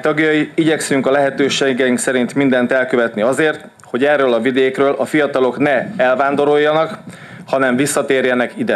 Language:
Hungarian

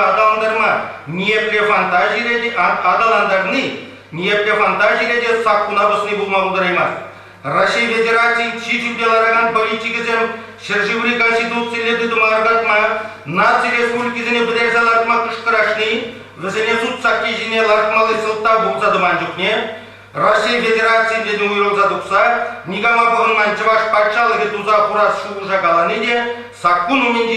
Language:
Chuvash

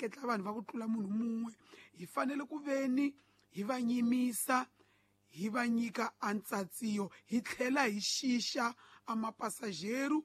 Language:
Tsonga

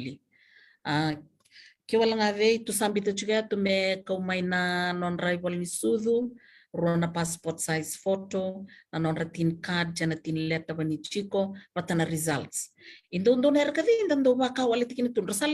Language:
Fijian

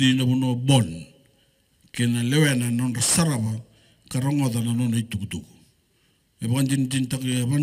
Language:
Fijian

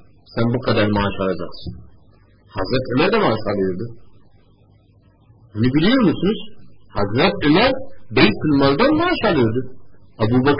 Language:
Turkish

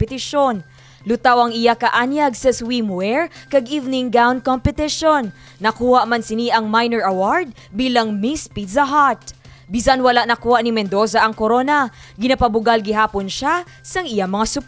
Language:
Hiligaynon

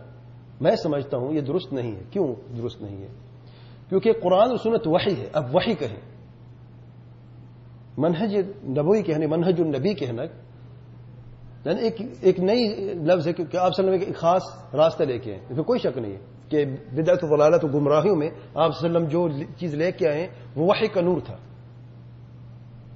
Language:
Urdu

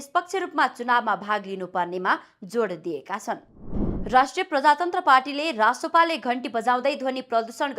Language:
Nepali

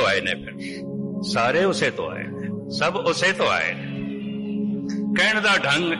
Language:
Punjabi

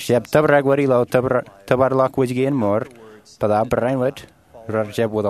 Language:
Marshallese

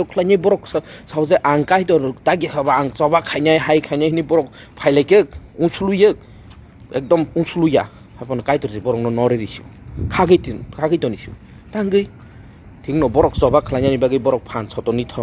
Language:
Kok Borok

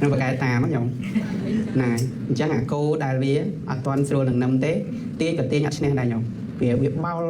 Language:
Khmer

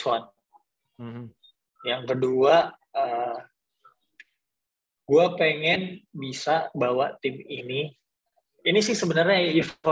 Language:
Indonesian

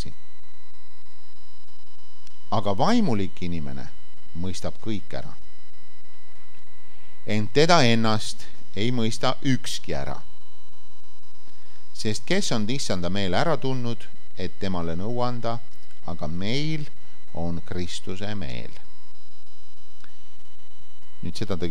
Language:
Estonian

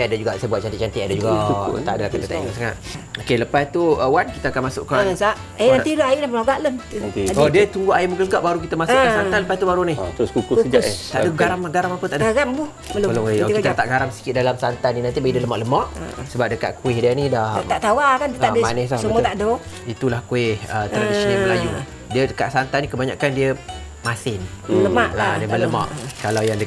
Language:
Malay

